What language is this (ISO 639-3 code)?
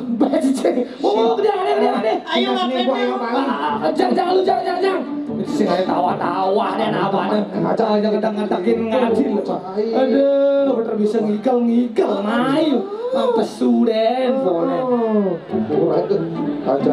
ban